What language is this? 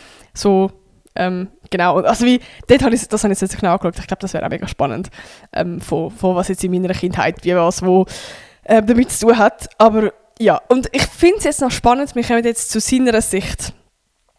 Swiss German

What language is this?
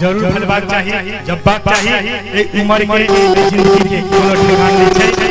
Maithili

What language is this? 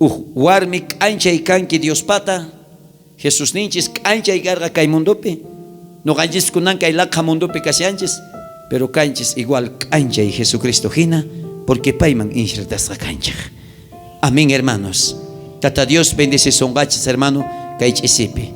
South Bolivian Quechua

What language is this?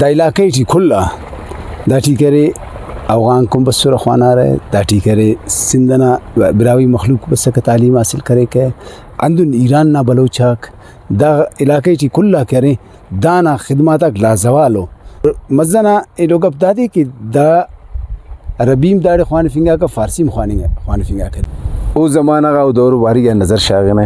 Brahui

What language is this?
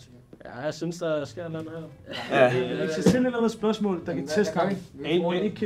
Danish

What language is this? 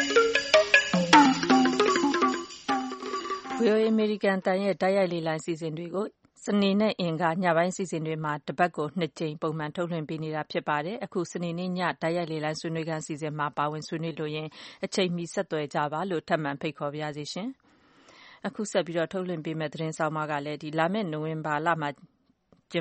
Burmese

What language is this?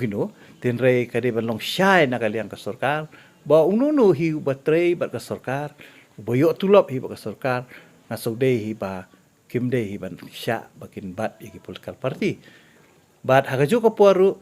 Khasi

